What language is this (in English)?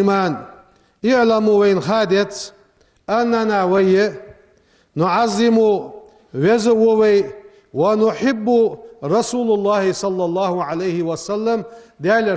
Ingush